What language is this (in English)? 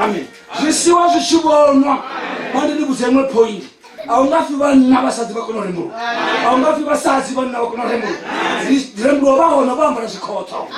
Venda